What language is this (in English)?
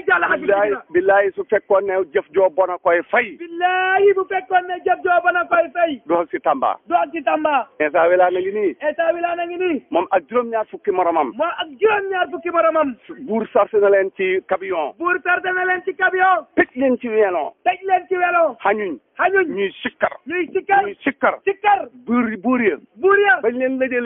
Wolof